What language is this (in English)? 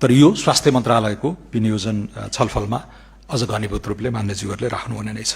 Nepali